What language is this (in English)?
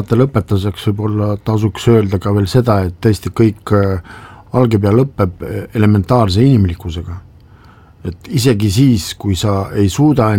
Estonian